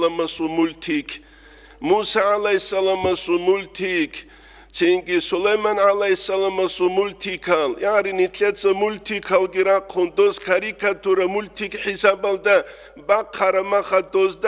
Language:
Avaric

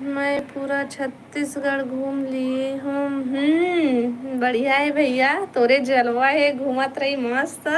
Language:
Chhattisgarhi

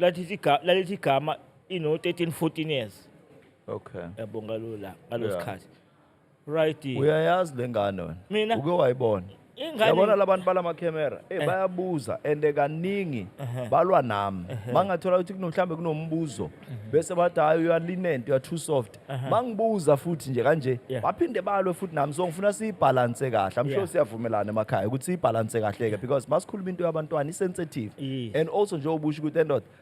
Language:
Zulu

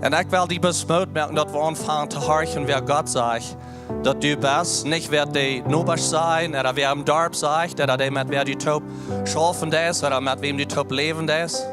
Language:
Plautdietsch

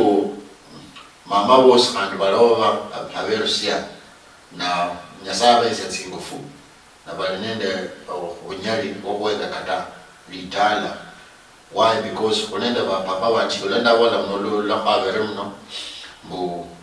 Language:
Luyia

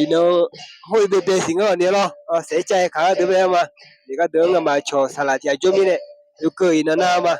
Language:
Akha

